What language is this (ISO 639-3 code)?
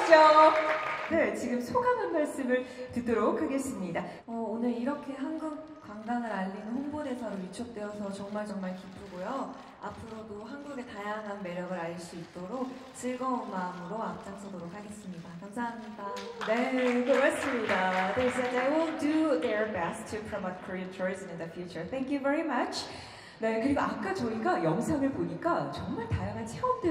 kor